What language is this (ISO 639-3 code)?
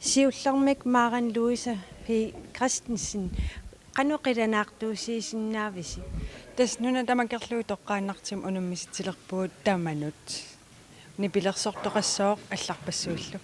kal